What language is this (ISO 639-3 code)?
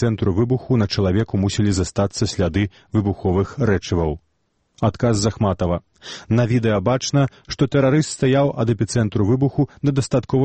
bel